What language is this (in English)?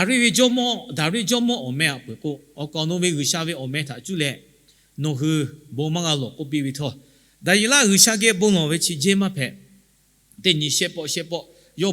Lahu